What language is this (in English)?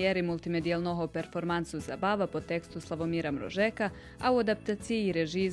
Rusyn